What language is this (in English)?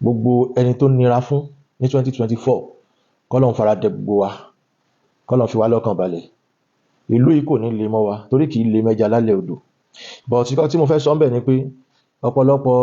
Yoruba